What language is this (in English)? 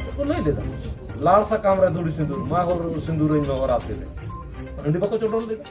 Santali